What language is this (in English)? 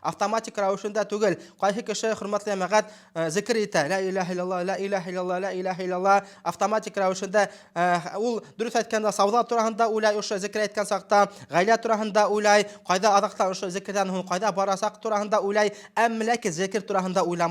Bashkir